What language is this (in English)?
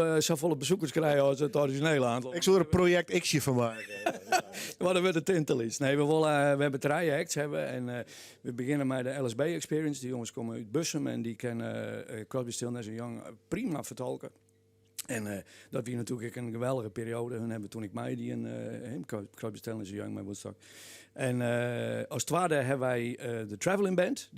Western Frisian